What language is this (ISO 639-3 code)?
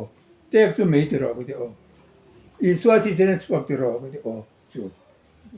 lus